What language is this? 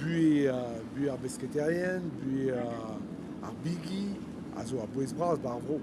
Breton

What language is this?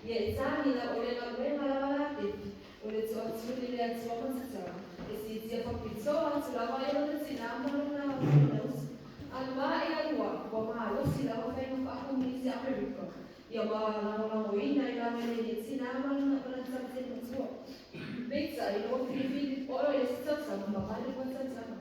Samoan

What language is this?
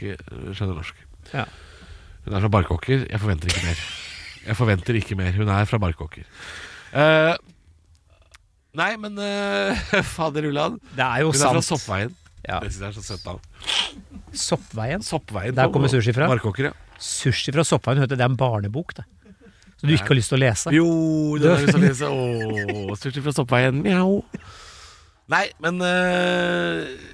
Norwegian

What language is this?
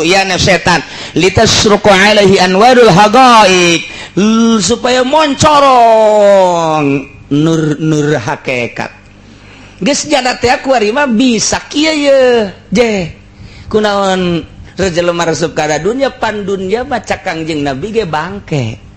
Sundanese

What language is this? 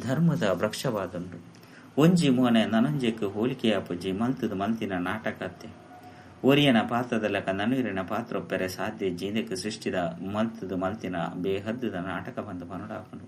Tulu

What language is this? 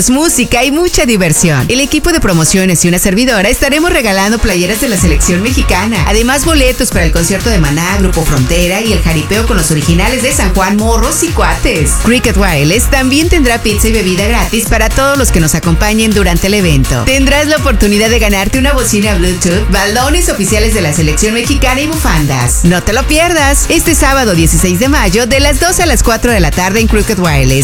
Spanish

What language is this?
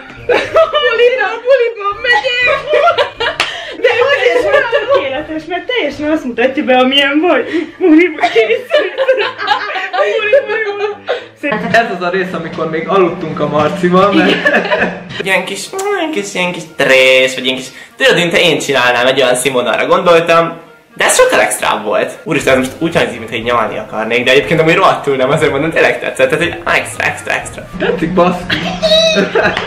Hungarian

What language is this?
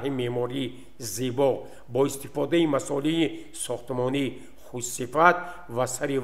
Tajik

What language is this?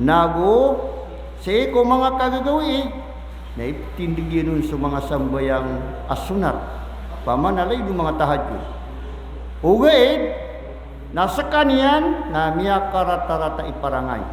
Maranao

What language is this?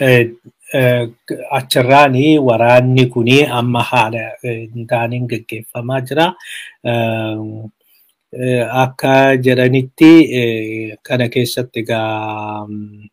Oromo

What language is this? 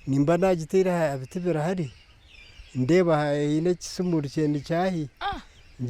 Nyankole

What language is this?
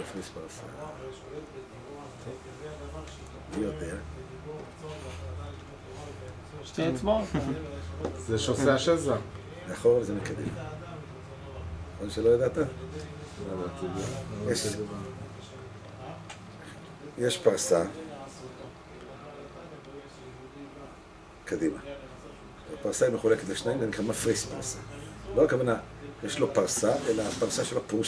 Hebrew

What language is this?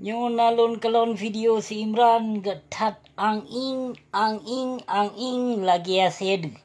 Achinese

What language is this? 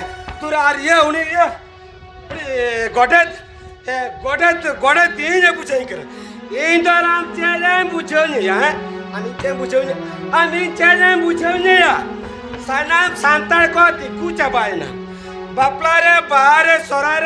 Santali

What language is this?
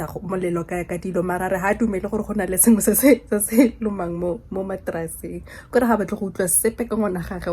Tswana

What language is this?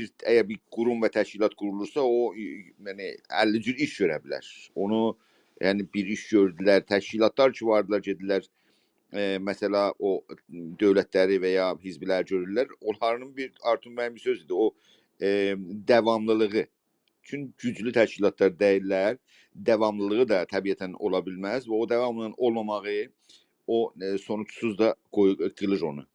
South Azerbaijani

